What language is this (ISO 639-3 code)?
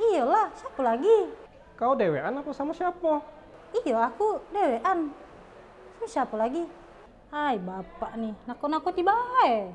mui